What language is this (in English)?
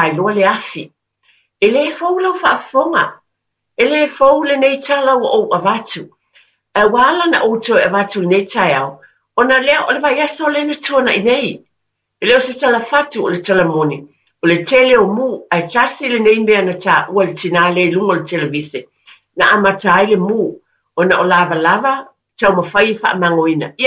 Samoan